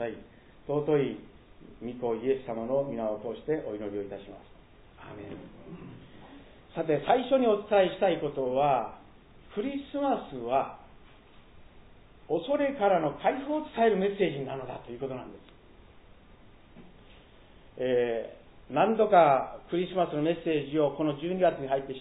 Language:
Japanese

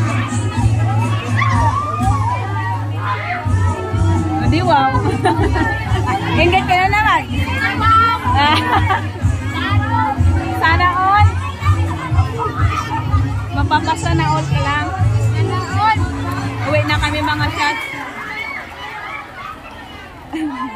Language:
Filipino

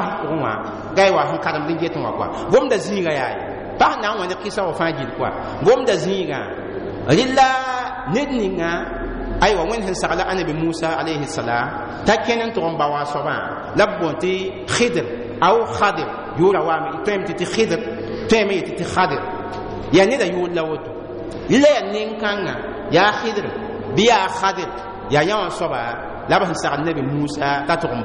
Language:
Mossi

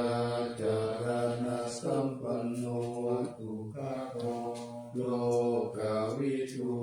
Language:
Pali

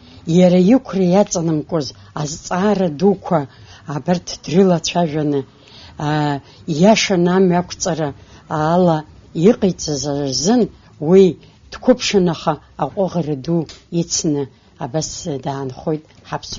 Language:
Abkhazian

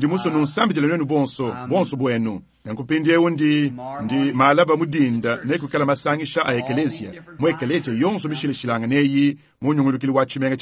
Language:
Luba-Lulua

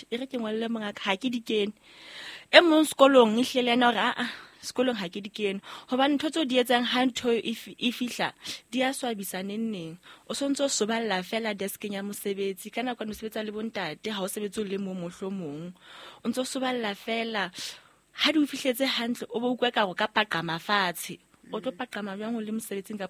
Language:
Southern Sotho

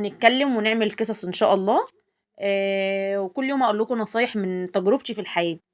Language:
Egyptian Arabic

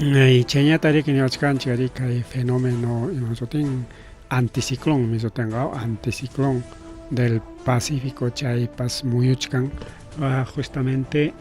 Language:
Ayacucho Quechua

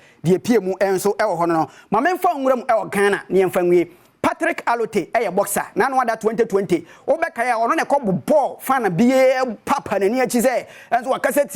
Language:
Akan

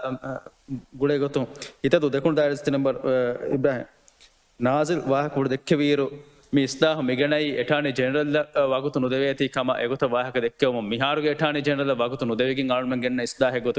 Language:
Divehi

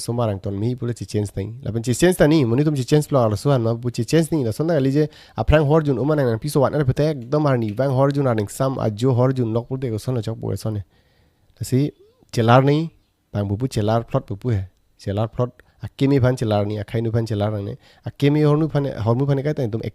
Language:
Karbi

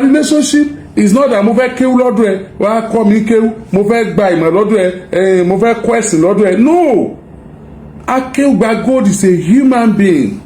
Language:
Yoruba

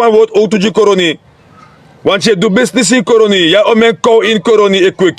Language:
Sranan Tongo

